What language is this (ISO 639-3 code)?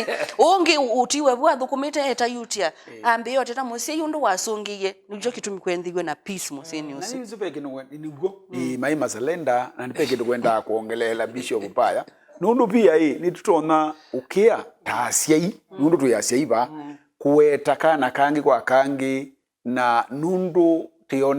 kam